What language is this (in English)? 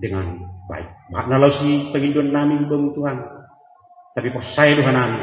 Batak Simalungun